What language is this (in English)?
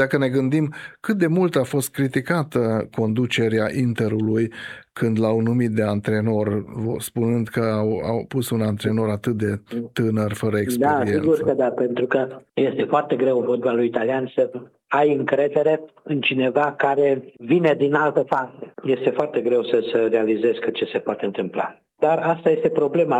Romanian